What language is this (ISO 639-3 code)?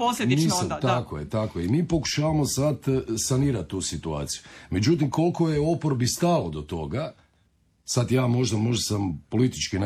hrv